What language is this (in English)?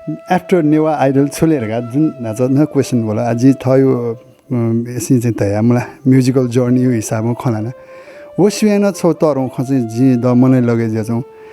Newari